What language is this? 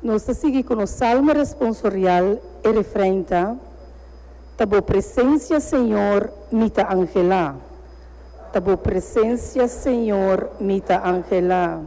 Papiamento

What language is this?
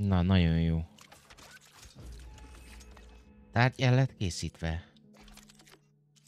Hungarian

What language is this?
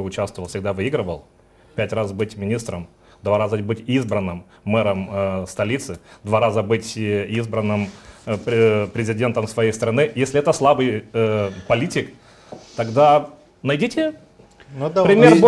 Russian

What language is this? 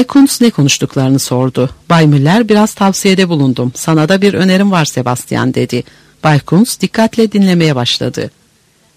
Turkish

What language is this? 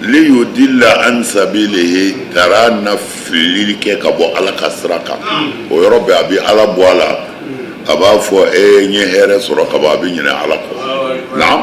Bambara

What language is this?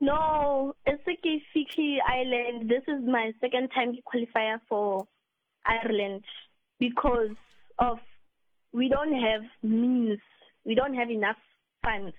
Southern Sotho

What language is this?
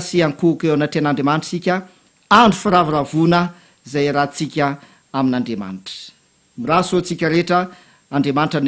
Malagasy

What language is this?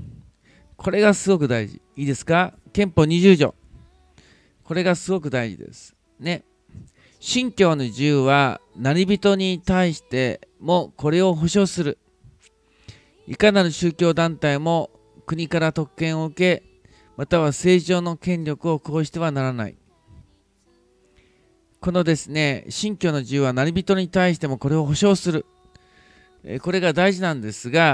Japanese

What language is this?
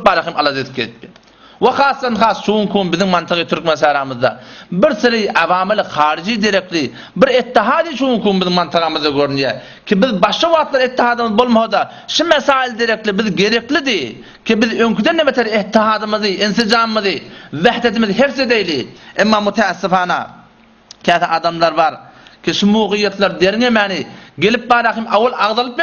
Turkmen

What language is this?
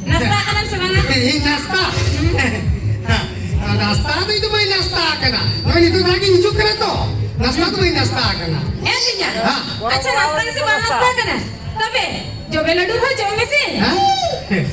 Santali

